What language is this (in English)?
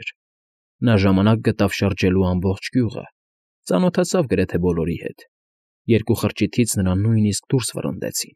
Armenian